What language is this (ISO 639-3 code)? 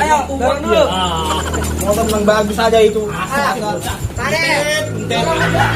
bew